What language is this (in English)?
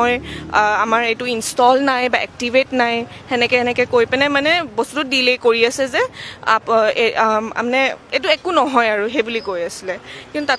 Assamese